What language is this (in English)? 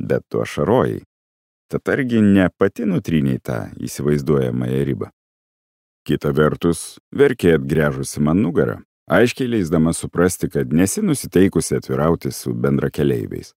Lithuanian